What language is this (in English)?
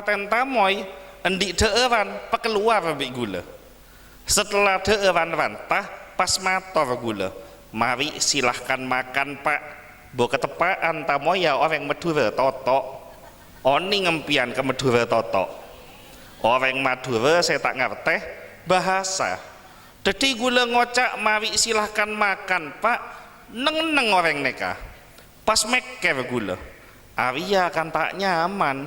Madurese